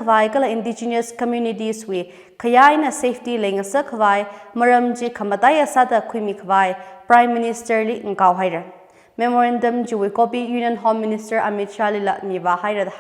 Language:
Tangkhul Naga (India)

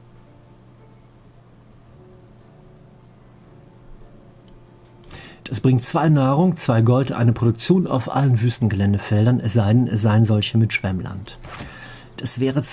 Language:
German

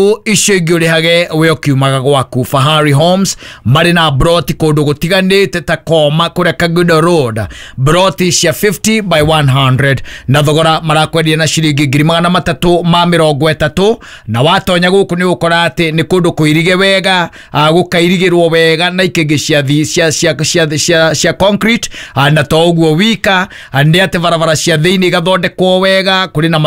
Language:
Kikuyu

